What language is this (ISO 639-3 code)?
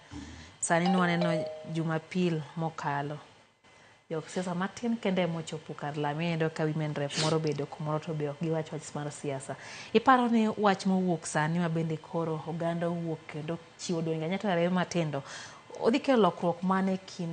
luo